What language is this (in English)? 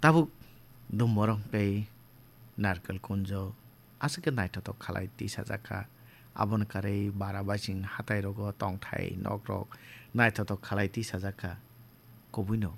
Kok Borok